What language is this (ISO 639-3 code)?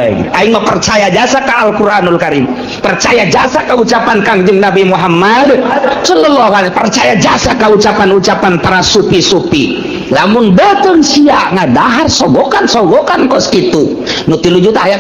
sun